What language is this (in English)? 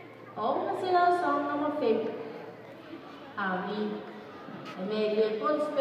Danish